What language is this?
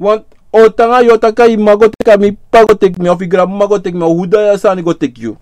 Sranan Tongo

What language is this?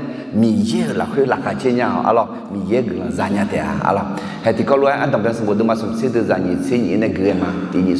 Akha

